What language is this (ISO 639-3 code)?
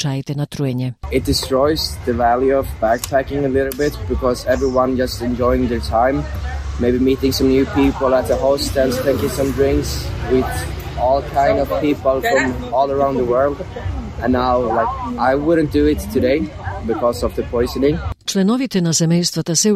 mkd